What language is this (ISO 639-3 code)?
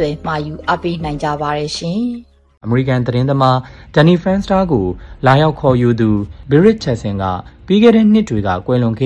mya